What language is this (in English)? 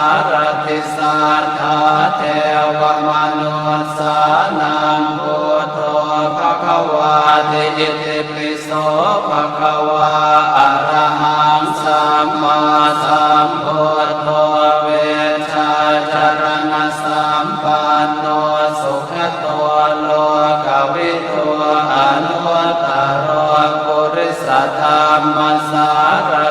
Pali